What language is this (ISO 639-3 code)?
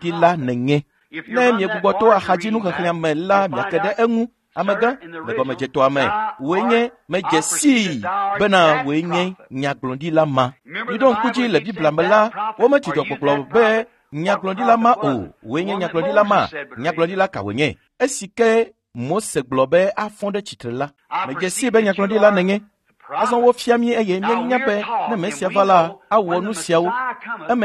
ewe